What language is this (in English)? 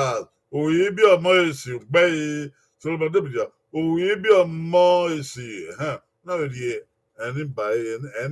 Bini